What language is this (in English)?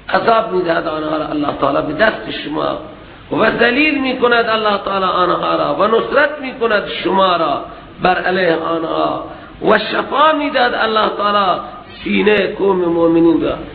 Persian